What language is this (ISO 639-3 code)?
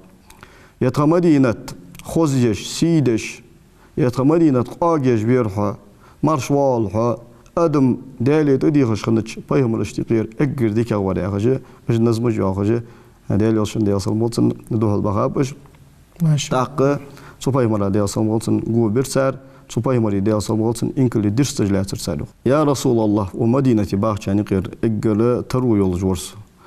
inh